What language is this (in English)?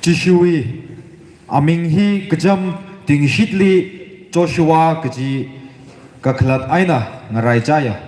Tangkhul Naga (India)